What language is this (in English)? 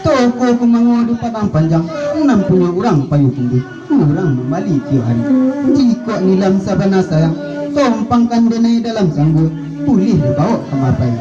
Minangkabau